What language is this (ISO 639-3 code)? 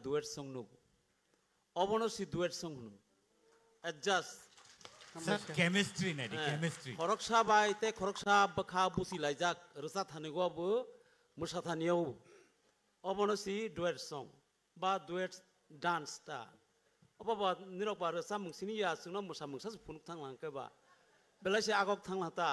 trp